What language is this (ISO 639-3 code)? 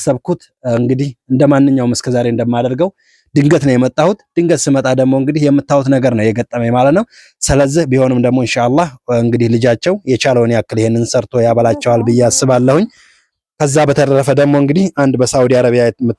amh